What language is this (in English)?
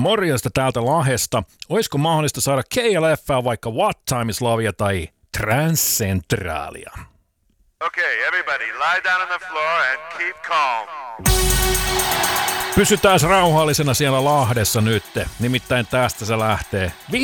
Finnish